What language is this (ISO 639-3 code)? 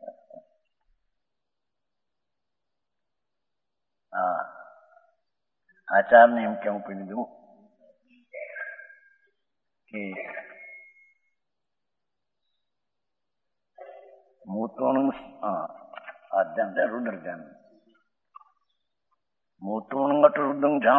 guj